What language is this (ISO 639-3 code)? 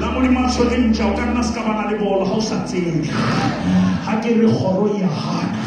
sot